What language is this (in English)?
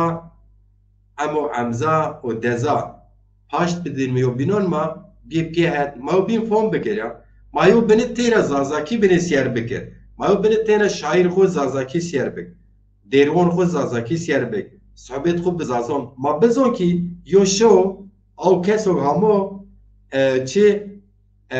Zaza